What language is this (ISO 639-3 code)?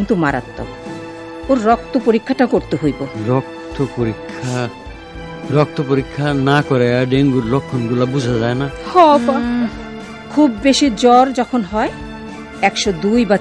ben